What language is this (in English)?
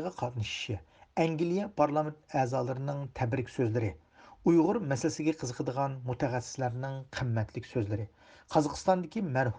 Uyghur